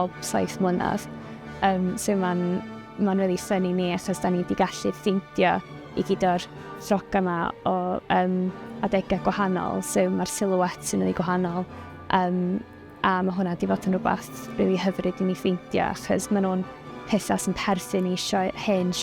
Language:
Welsh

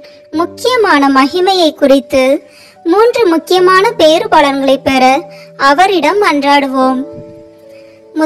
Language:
Tamil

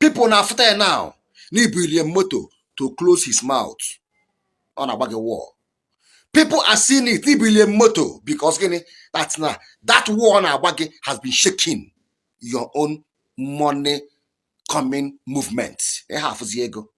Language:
Igbo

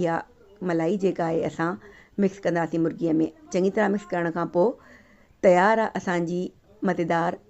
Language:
Sindhi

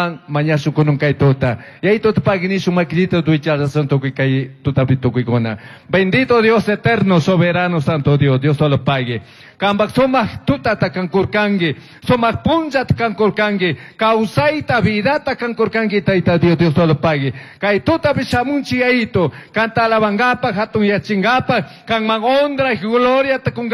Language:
Chimborazo Highland Quichua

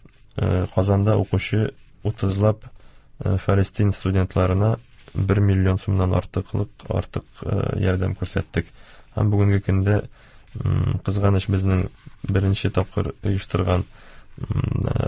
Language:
Tatar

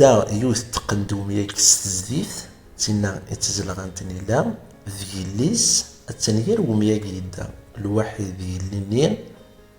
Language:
Kabyle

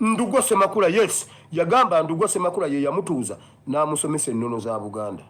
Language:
Ganda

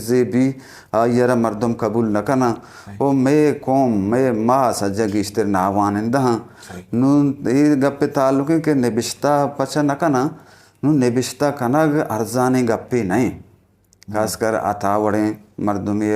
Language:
Eastern Balochi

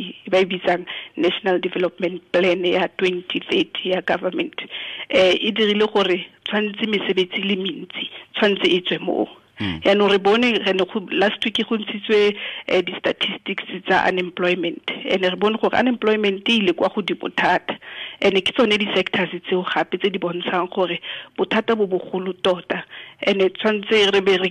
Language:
Tswana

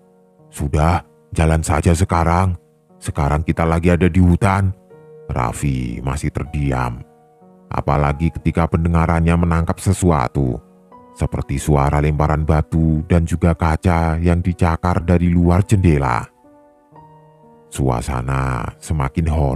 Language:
Indonesian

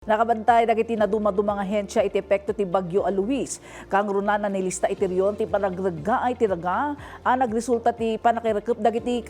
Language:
Iloko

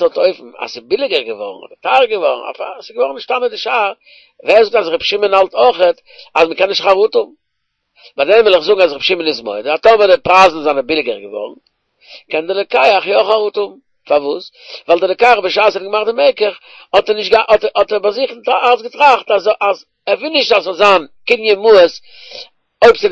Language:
Yiddish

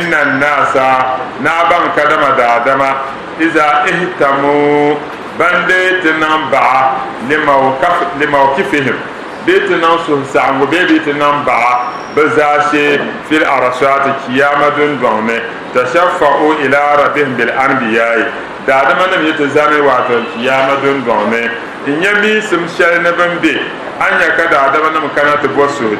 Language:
Dagbani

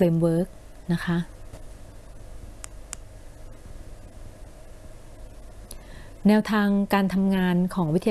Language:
Thai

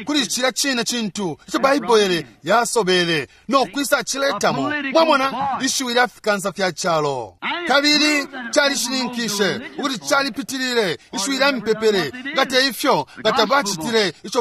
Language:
Bemba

